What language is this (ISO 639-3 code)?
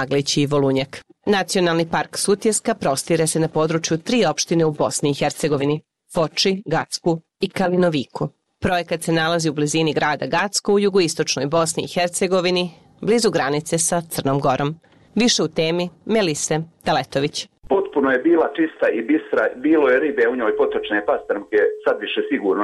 bos